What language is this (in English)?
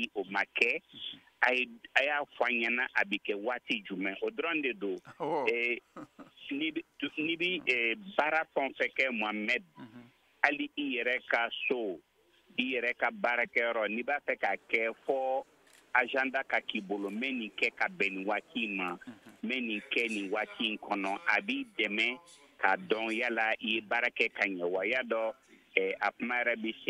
Bambara